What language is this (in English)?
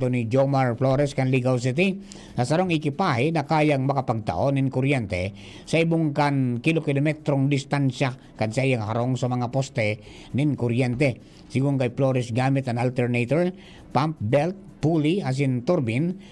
Bikol